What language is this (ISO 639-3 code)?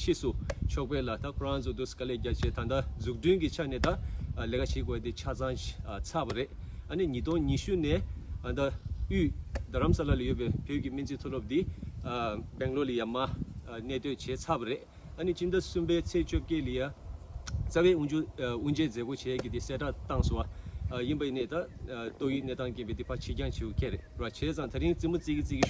bod